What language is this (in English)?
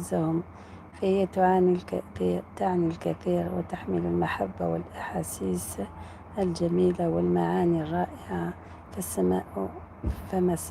Algerian Arabic